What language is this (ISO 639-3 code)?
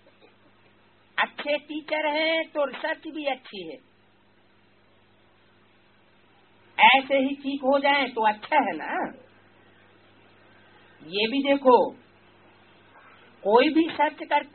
hin